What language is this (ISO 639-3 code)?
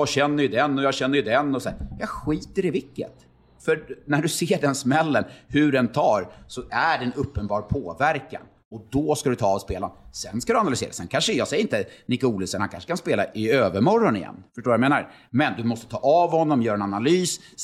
swe